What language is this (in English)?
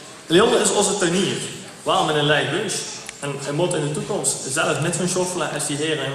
Limburgish